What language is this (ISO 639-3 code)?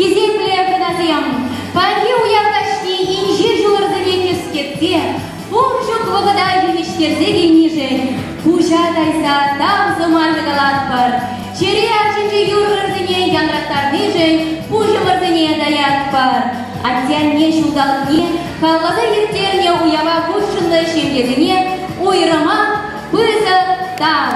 chv